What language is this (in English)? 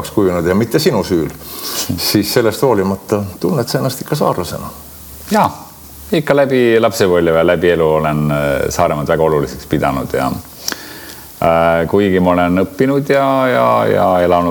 Estonian